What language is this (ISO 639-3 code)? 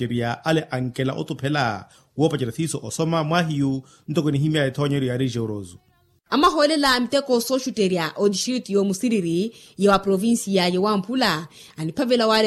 vmw